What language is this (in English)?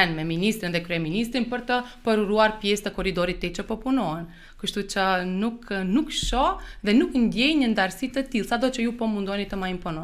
Albanian